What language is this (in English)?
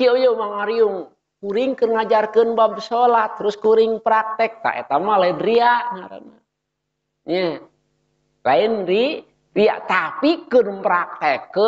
Sundanese